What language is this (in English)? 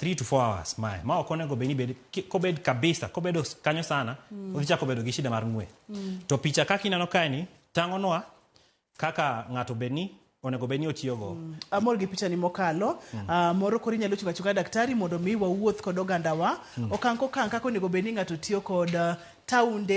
Luo (Kenya and Tanzania)